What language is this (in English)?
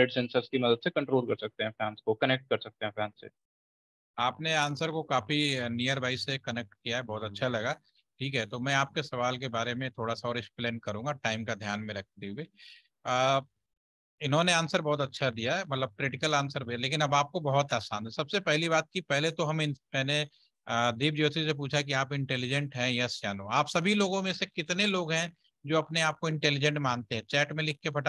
Hindi